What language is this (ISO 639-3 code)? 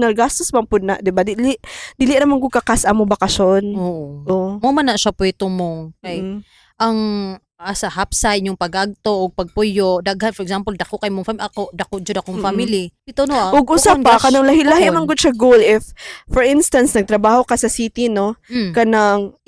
ceb